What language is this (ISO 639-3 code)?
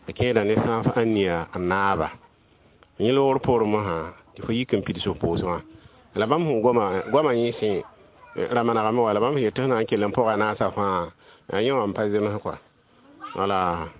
mos